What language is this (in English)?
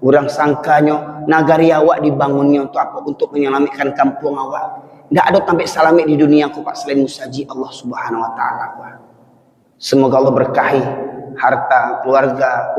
Minangkabau